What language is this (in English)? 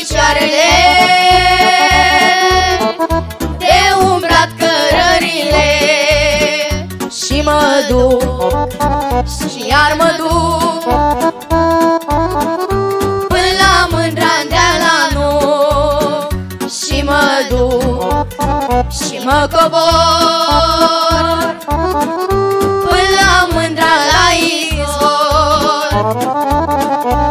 Romanian